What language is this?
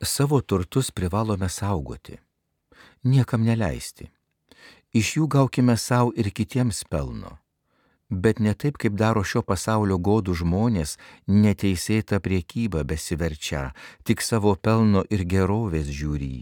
Lithuanian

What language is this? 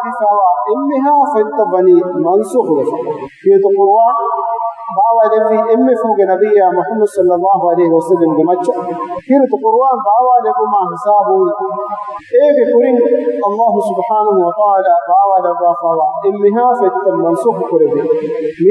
Divehi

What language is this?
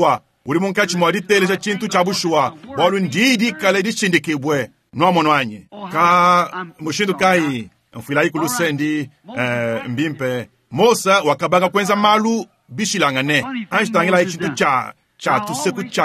Luba-Lulua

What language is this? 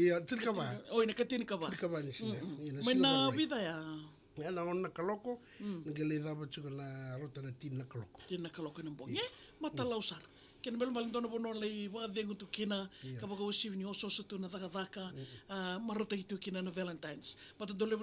Fijian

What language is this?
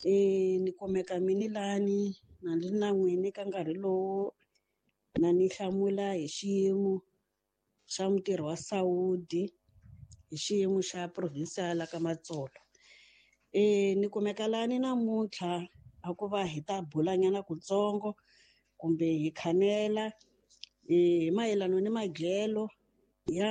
Tsonga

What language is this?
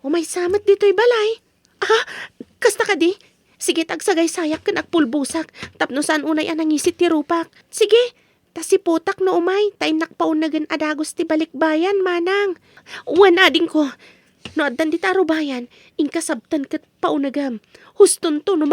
Iloko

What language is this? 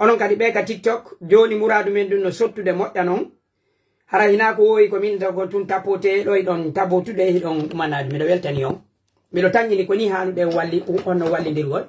Pular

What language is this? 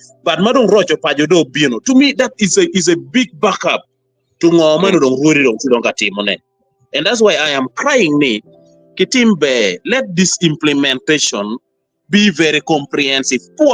Acoli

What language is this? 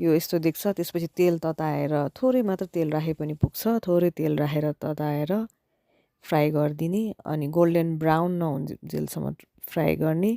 Nepali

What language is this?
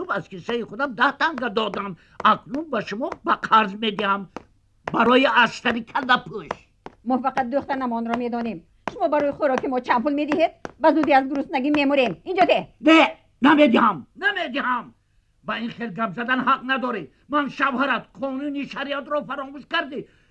Tajik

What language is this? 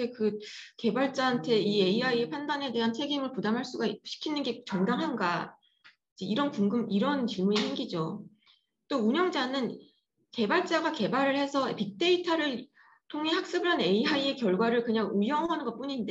Korean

